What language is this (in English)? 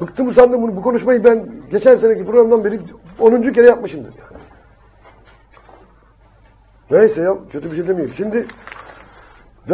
Turkish